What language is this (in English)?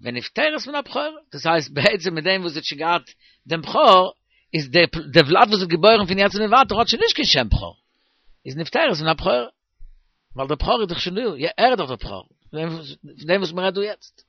Yiddish